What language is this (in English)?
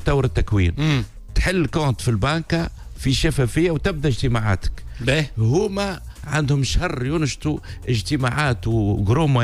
Tunisian Arabic